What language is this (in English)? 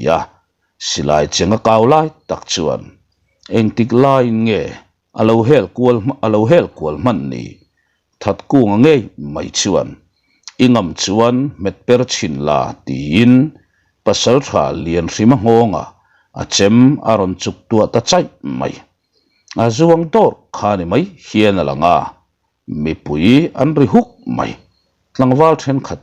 Mizo